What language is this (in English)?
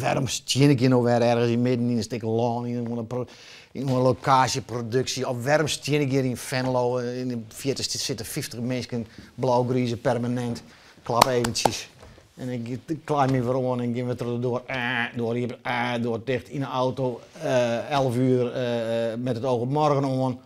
Western Frisian